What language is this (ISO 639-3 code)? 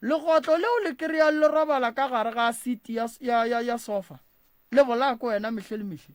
nso